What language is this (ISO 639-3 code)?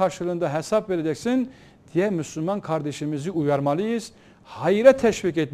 tur